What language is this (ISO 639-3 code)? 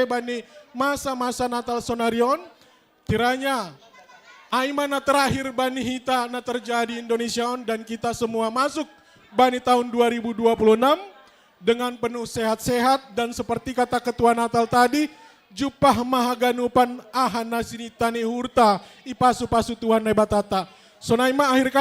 bts